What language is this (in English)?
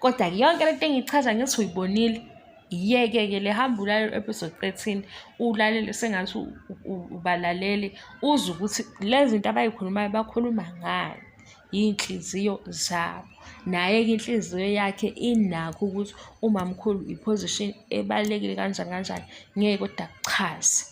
Zulu